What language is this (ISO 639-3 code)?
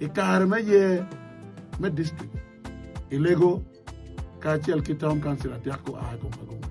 ach